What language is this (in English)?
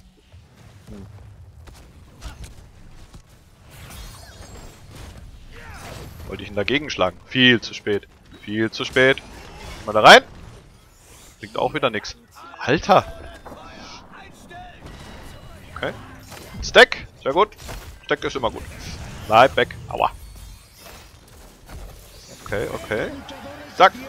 German